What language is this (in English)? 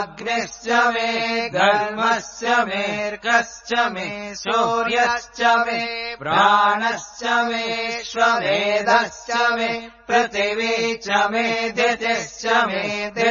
Sanskrit